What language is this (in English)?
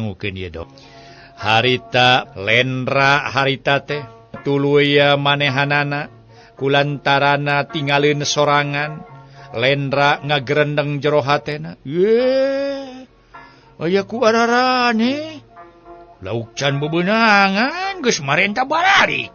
Sundanese